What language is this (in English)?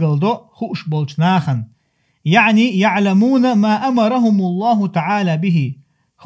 Chechen